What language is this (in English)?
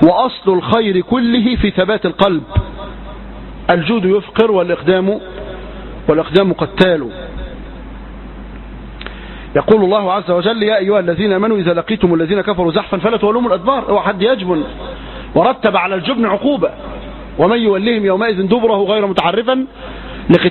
Arabic